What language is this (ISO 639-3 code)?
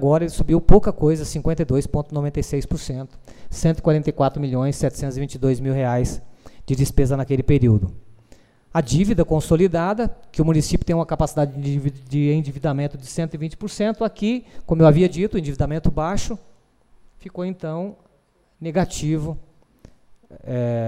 por